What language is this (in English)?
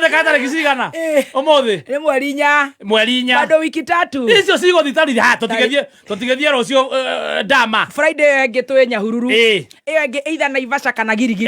Kikuyu